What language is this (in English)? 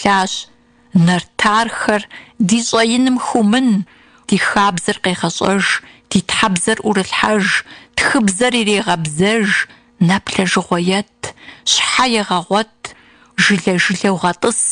Kabardian